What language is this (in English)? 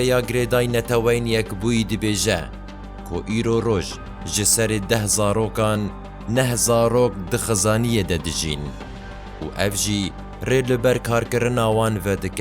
Kurdish